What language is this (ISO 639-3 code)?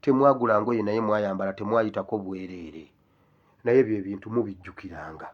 lug